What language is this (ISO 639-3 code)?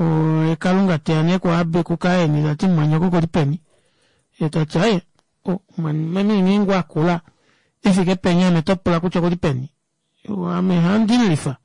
kua